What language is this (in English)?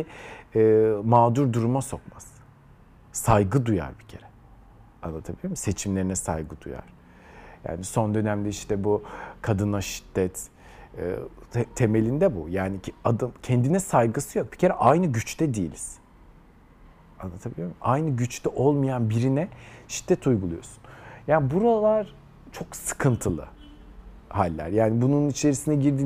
Turkish